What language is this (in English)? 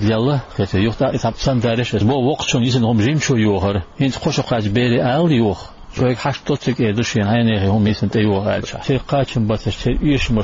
Chechen